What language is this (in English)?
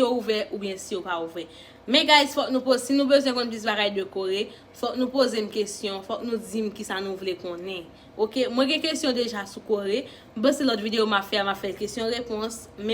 Haitian Creole